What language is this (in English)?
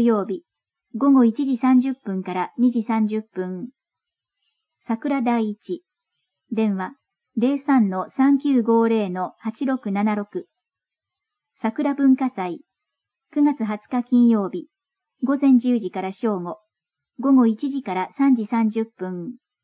Japanese